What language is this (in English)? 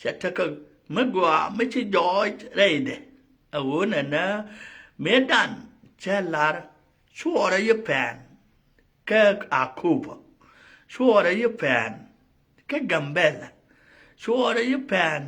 Nuer